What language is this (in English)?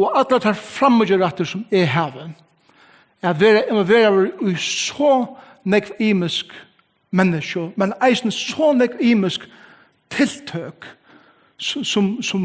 Faroese